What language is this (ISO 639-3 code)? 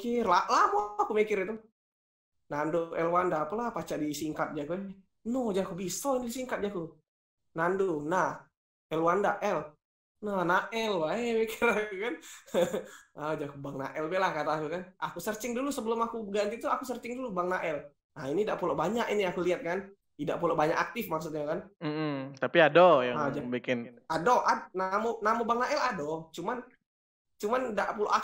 mui